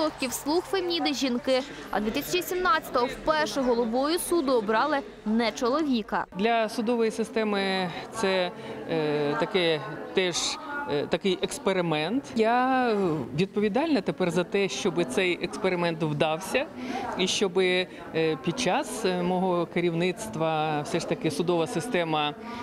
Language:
Ukrainian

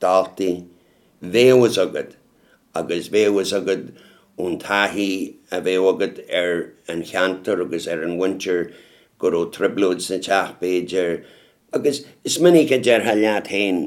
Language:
Irish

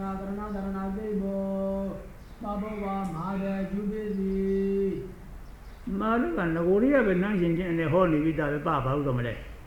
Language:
Burmese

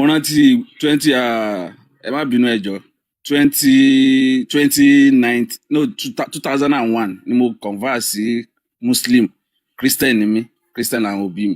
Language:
Yoruba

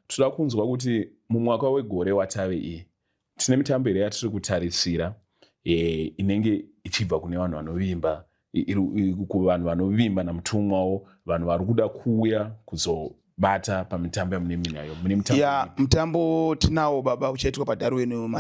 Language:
Shona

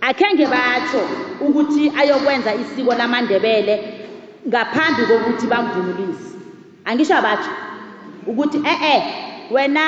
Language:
South Ndebele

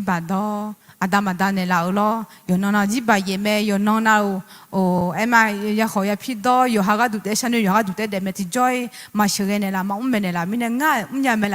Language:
Akha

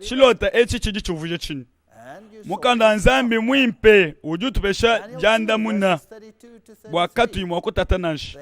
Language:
Luba-Lulua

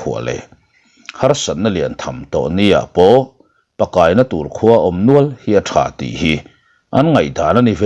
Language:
Mizo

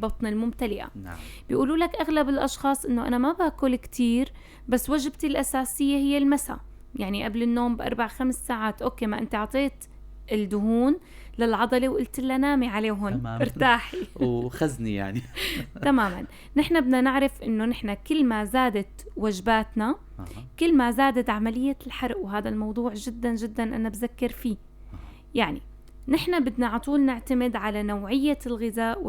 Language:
North Levantine Arabic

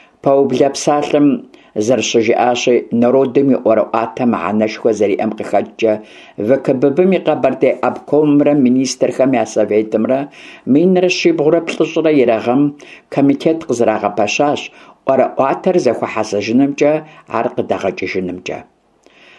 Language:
Kabardian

